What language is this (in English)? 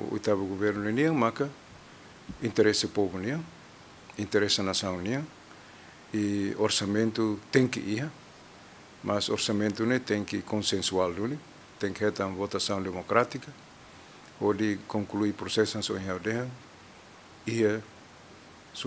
Tetum